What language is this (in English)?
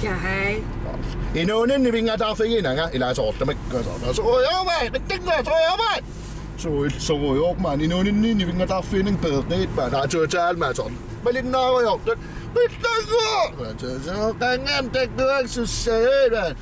Kalaallisut